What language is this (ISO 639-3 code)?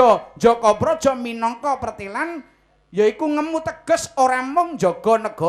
jav